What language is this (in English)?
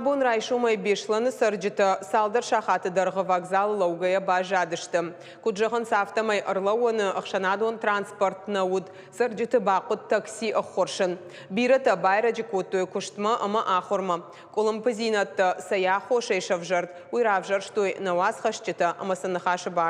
Ossetic